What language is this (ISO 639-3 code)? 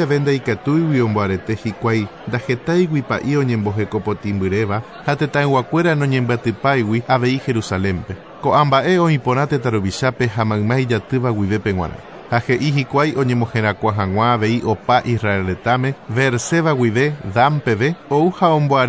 grn